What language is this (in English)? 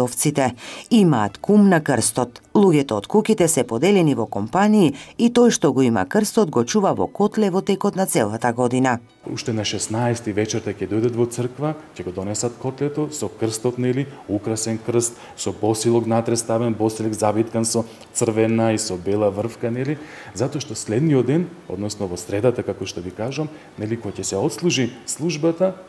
Macedonian